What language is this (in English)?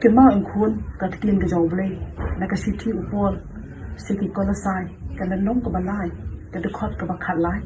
Khasi